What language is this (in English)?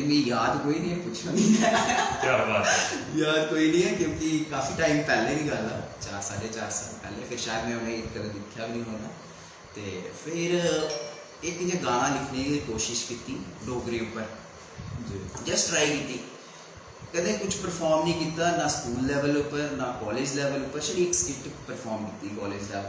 Dogri